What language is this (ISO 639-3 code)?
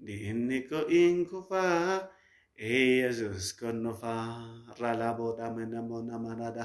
orm